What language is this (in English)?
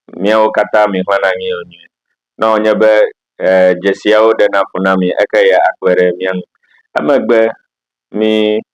Ewe